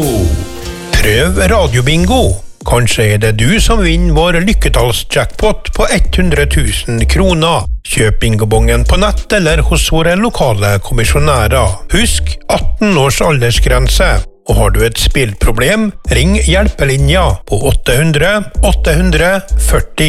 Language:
Norwegian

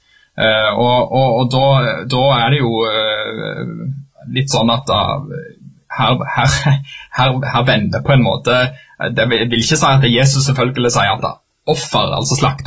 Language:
Norwegian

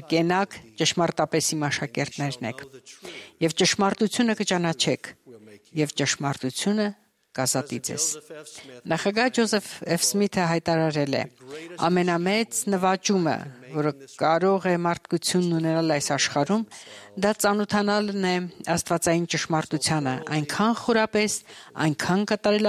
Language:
Armenian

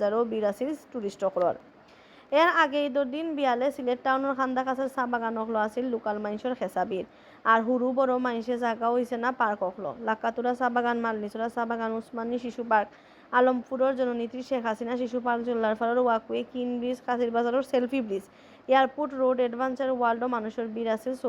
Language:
Sylheti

